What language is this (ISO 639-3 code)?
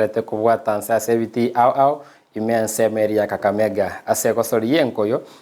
guz